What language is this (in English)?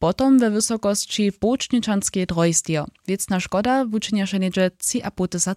Upper Sorbian